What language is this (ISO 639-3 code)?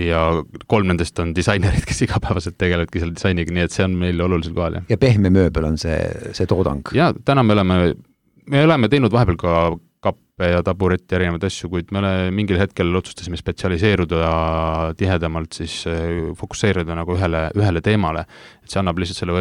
est